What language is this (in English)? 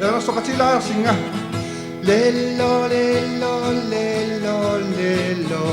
Kalaallisut